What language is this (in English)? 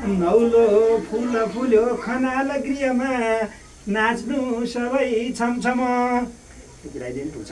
Nepali